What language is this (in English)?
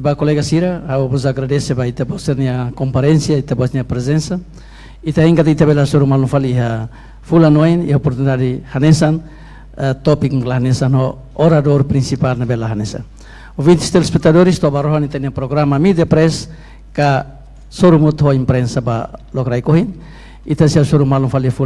Tetum